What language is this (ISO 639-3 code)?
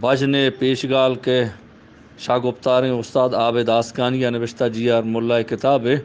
bgp